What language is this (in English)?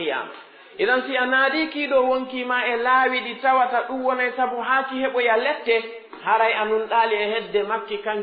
Pular